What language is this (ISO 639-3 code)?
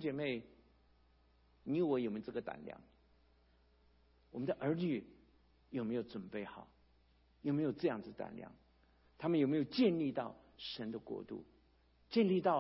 zho